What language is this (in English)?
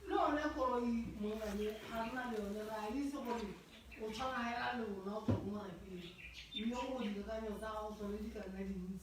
Tswana